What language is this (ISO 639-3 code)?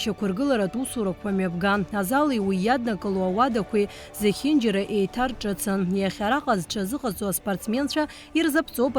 abk